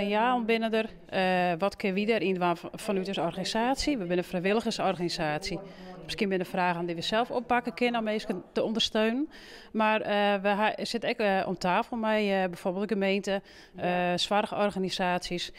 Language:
Western Frisian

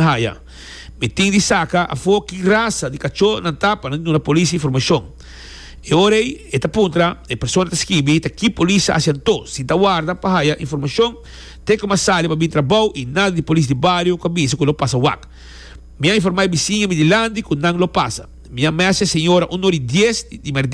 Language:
Papiamento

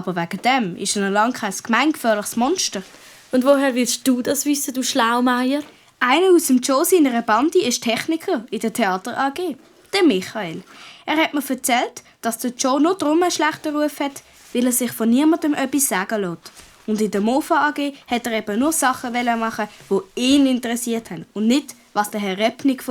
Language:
Swiss German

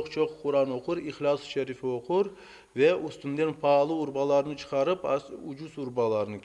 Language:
Crimean Tatar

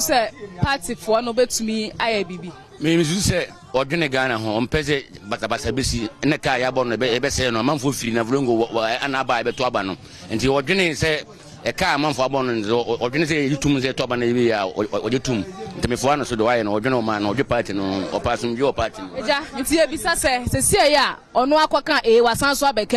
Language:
Akan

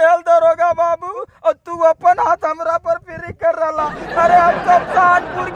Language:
Magahi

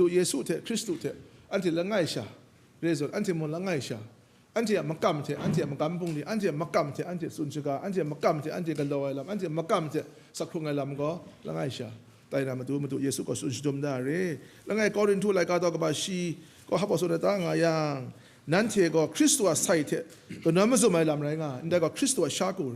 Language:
Kachin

